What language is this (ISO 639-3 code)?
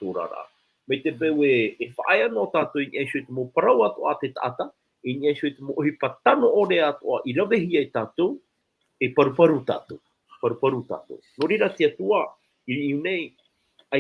tah